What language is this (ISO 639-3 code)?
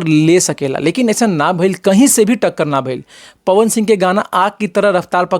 bho